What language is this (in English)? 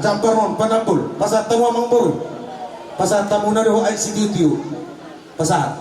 Batak Toba